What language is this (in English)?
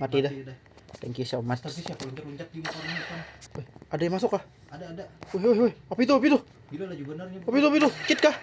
Banjar